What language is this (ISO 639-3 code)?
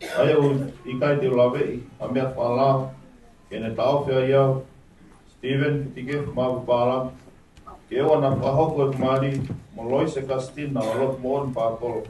ton